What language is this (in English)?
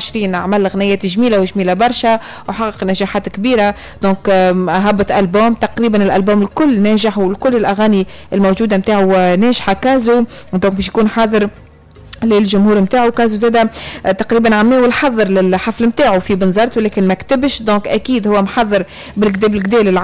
Tunisian Arabic